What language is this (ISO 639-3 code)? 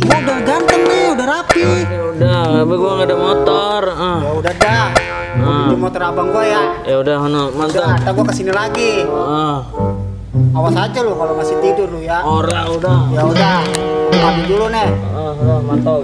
bew